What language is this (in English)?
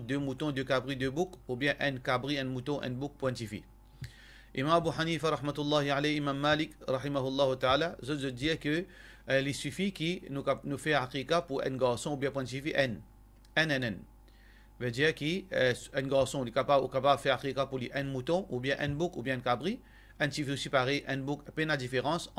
Morisyen